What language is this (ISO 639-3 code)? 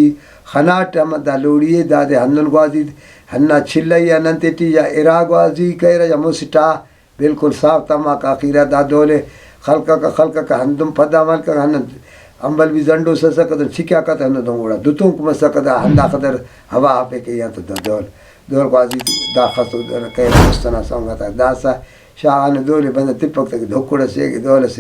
brh